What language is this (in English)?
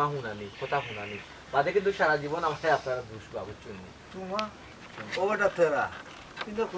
Sylheti